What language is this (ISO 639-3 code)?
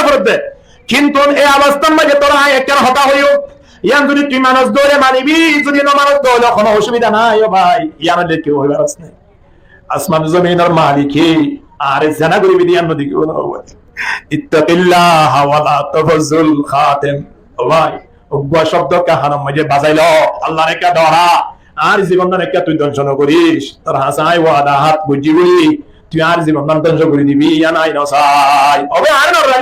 rhg